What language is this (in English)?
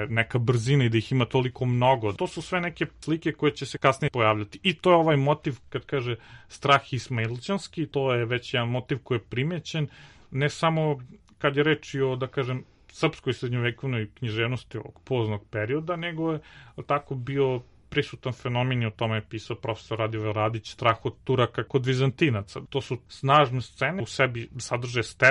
Serbian